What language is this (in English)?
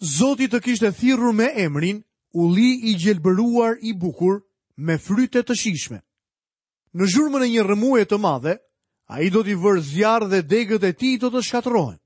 Albanian